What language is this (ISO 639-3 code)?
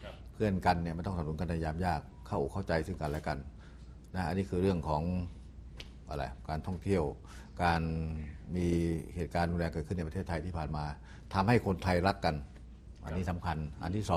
tha